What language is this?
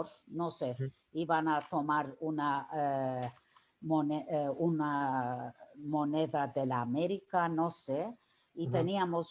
Ladino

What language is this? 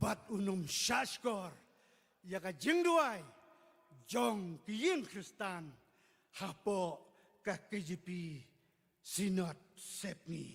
Khasi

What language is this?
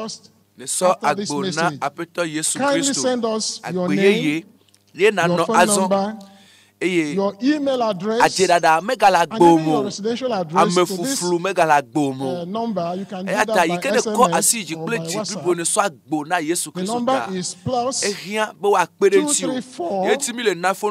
Ewe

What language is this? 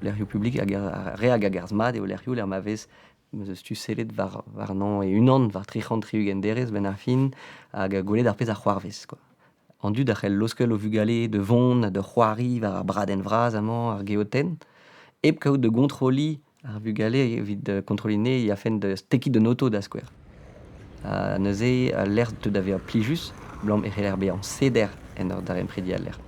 Breton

